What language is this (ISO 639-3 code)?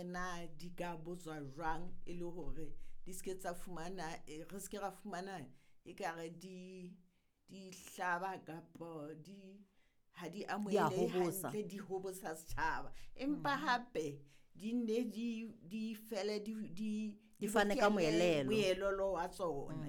sot